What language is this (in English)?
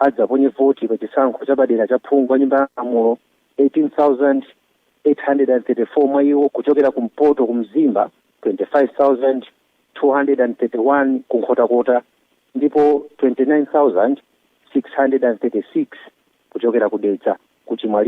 Nyanja